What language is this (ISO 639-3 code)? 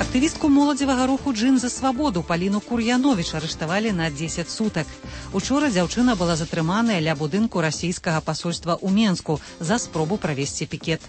bel